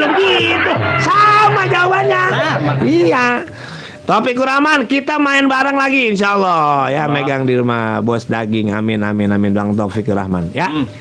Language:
Betawi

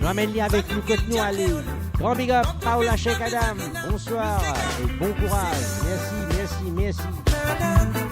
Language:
Morisyen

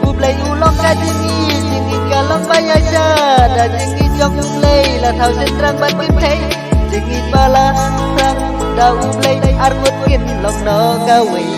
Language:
Khasi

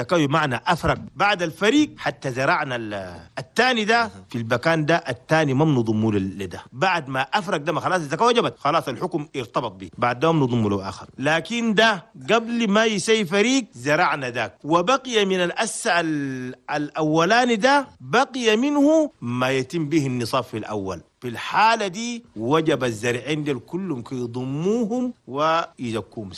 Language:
Chadian Arabic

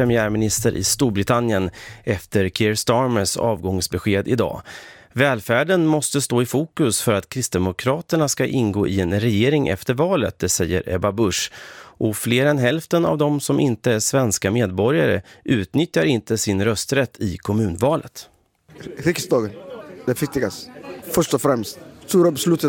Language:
Swedish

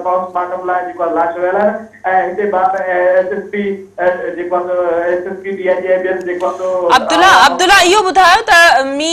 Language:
Sindhi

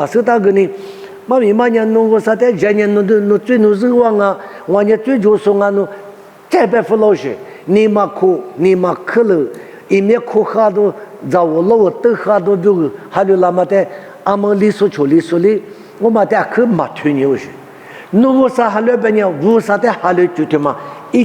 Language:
Lisu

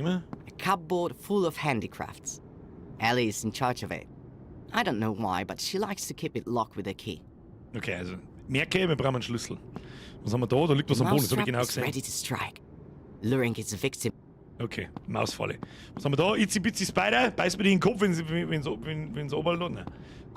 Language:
Bavarian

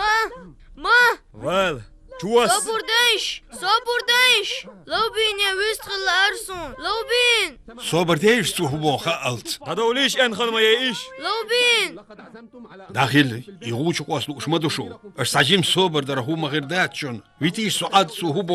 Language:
Chechen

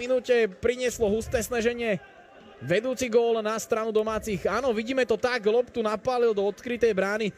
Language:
Slovak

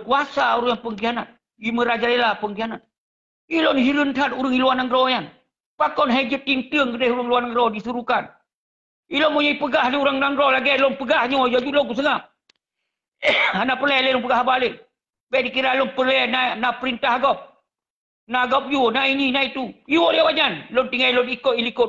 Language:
Achinese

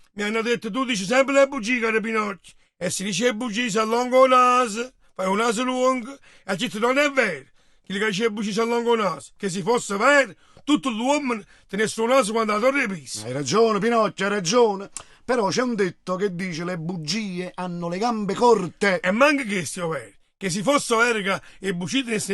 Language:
Neapolitan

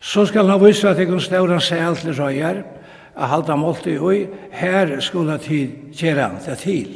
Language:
Faroese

